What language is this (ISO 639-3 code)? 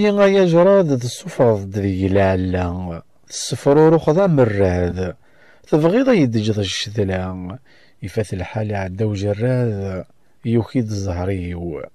kab